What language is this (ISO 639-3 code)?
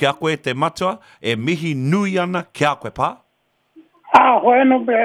mri